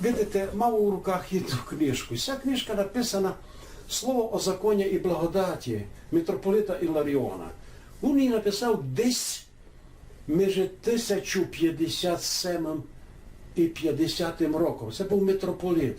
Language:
Rusyn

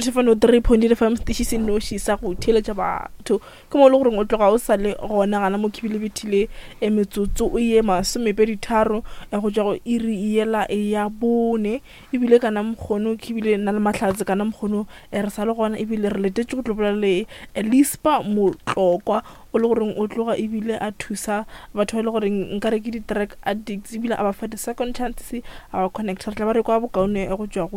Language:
Northern Sotho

